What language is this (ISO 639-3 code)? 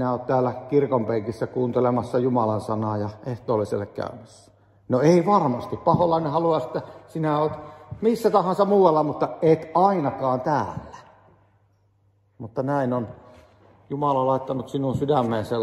fin